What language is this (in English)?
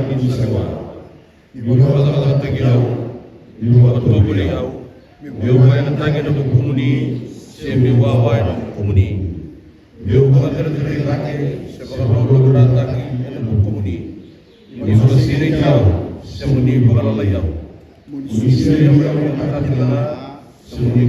Fijian